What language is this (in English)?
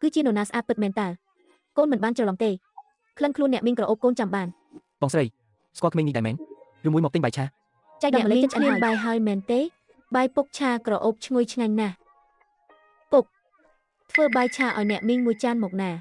Khmer